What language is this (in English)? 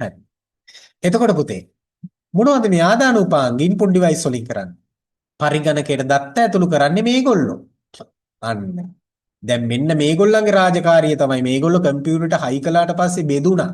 Sinhala